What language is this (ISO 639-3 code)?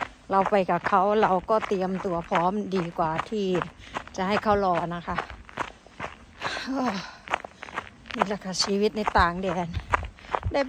tha